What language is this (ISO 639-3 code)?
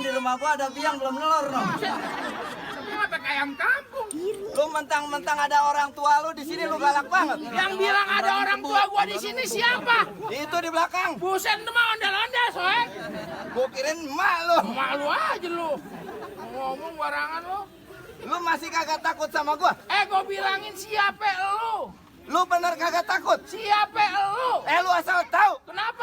bew